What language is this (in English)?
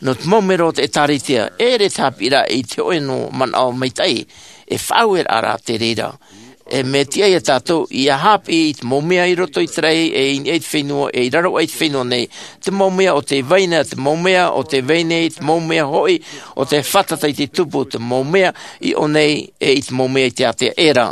Tahitian